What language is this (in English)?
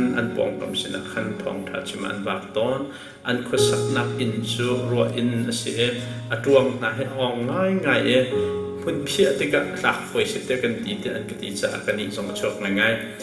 Hakha Chin